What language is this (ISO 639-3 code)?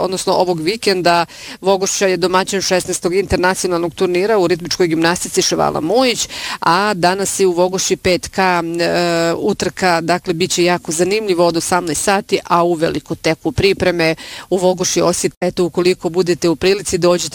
bos